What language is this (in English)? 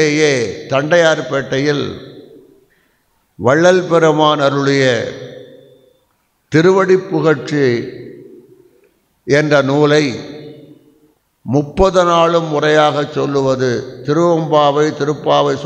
Tamil